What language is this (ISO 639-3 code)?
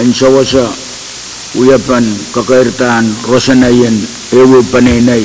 pon